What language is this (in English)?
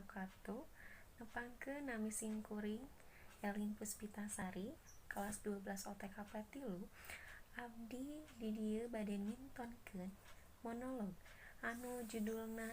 Sundanese